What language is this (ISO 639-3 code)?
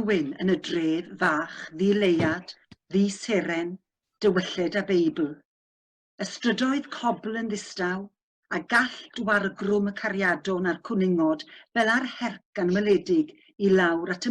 cym